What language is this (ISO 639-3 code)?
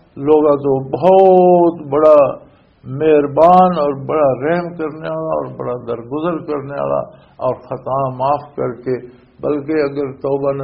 lah